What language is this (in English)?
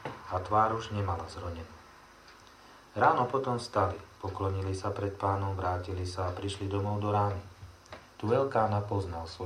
Slovak